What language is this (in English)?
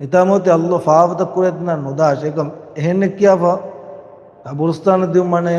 Divehi